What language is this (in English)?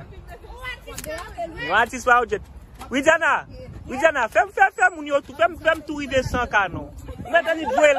Haitian Creole